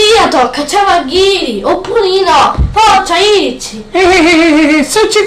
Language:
Sicilian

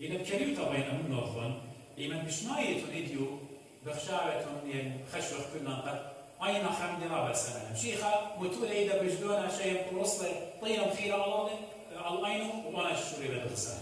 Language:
Assyrian Neo-Aramaic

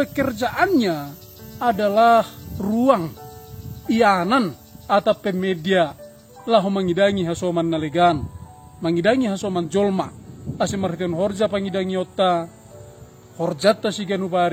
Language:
Batak Simalungun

